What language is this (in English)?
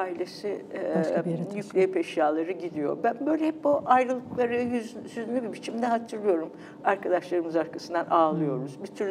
Turkish